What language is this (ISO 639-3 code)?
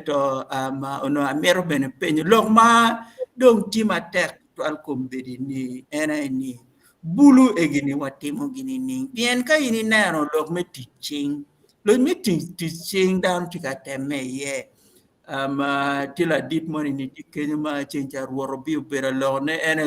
ach